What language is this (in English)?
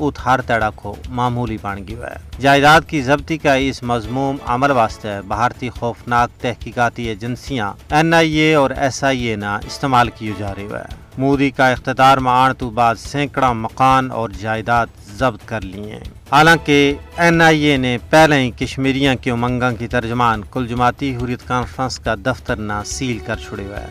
Gujari